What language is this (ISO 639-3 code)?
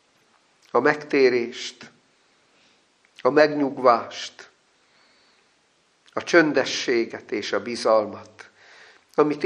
hun